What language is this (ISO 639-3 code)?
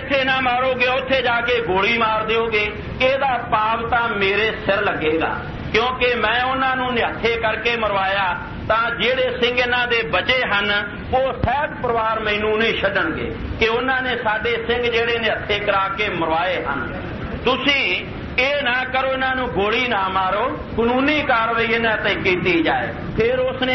pan